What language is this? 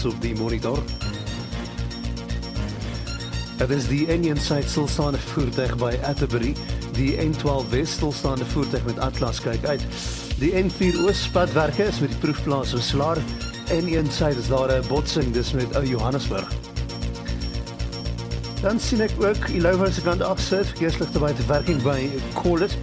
Afrikaans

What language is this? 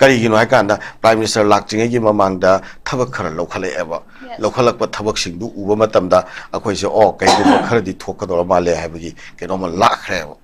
Manipuri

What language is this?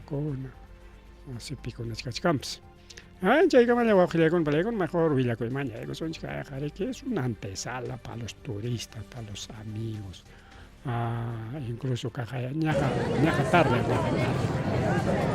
Ayacucho Quechua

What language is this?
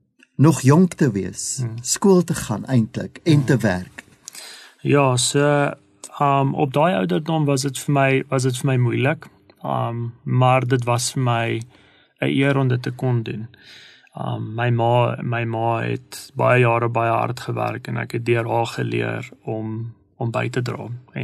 Afrikaans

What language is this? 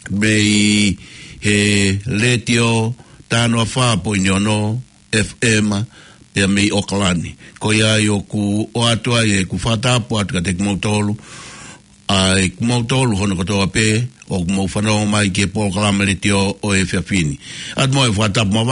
Tongan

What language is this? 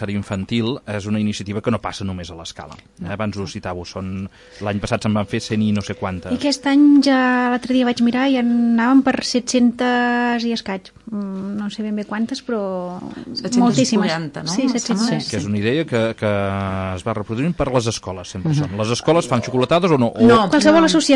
Catalan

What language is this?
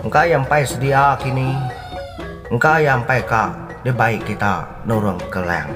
Iban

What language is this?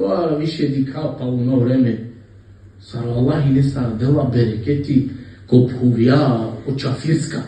Balkan Romani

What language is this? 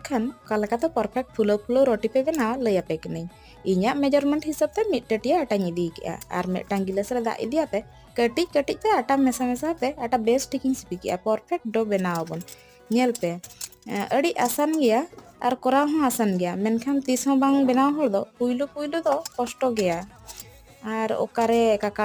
Santali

